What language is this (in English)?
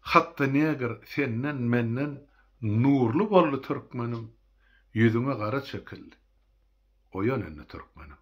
Turkmen